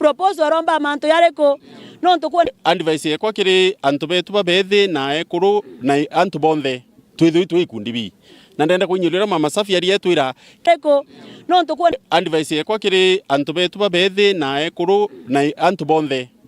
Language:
Meru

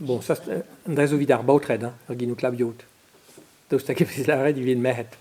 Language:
Breton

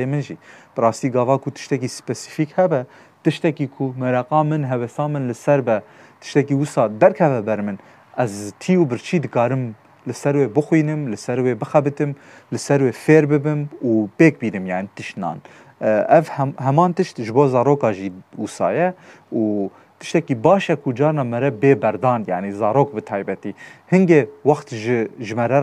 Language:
Kurdish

